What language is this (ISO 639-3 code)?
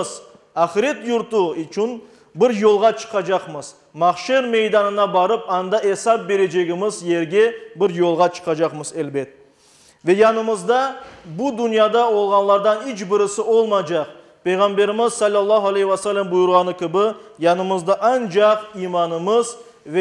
crh